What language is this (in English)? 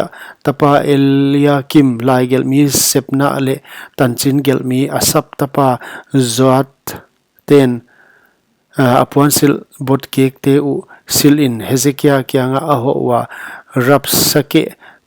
Paite Chin